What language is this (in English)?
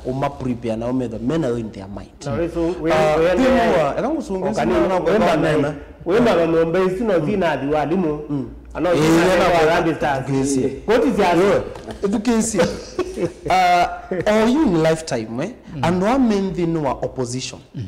Kamba